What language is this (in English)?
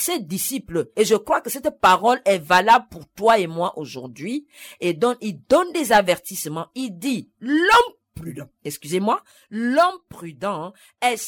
French